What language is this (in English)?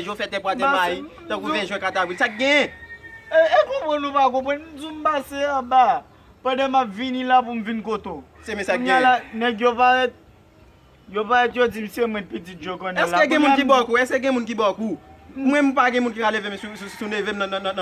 Haitian Creole